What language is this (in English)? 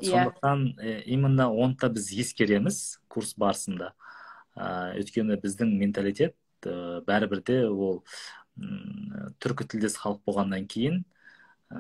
Kazakh